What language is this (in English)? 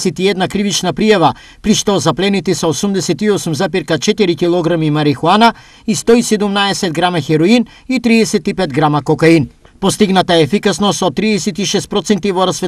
Macedonian